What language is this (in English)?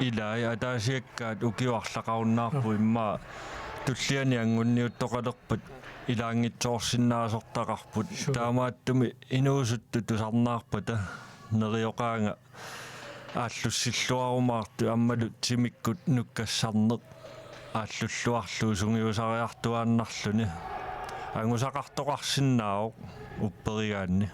Kalaallisut